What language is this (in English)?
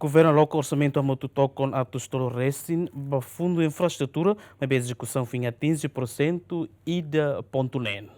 Tetum